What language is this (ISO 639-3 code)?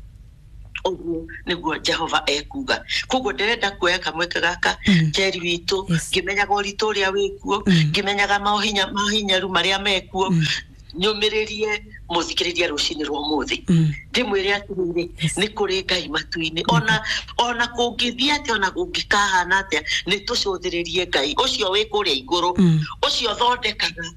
kik